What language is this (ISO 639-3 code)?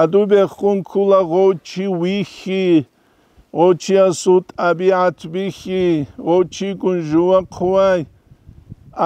ava